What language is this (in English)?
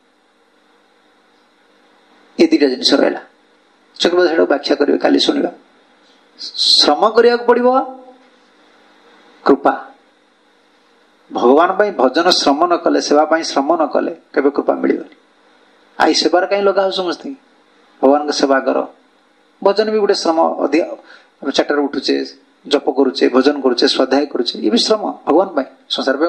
Odia